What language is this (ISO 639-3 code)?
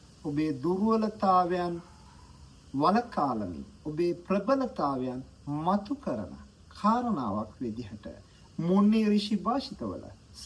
sin